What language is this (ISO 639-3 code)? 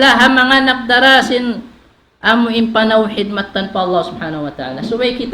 tsg